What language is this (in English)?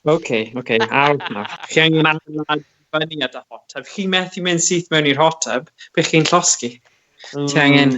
Welsh